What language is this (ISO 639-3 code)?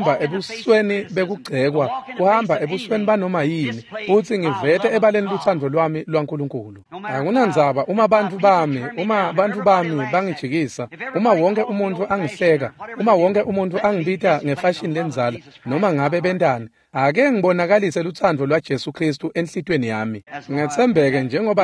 ssw